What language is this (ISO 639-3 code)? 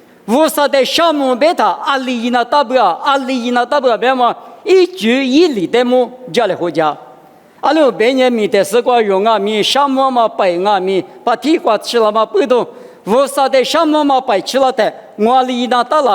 lis